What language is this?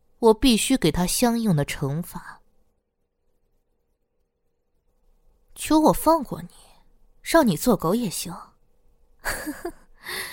Chinese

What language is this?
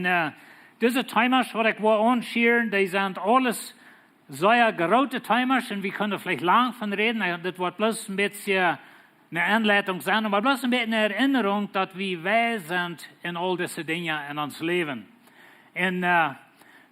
Plautdietsch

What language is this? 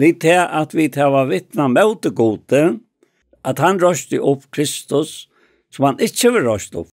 Faroese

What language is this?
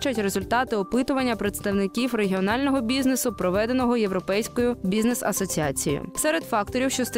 Ukrainian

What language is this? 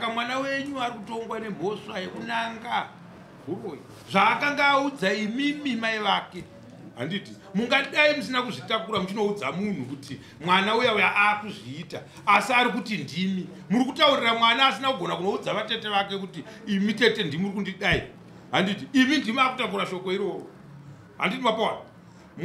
Shona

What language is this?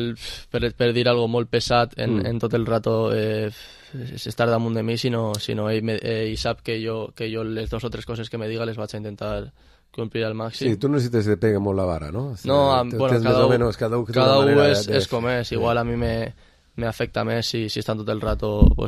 Catalan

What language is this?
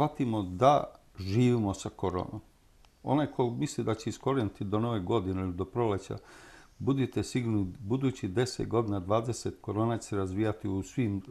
Serbian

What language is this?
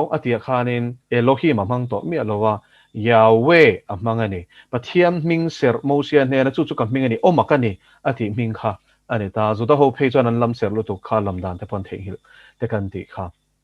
Mizo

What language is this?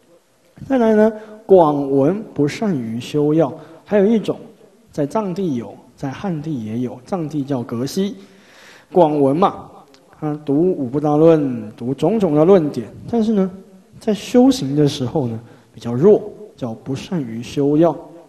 Chinese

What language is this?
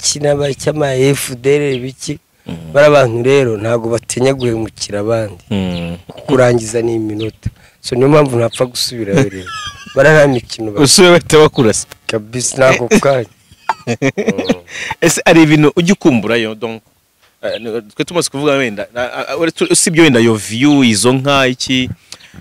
Kinyarwanda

